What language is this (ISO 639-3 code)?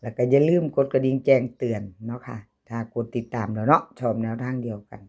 tts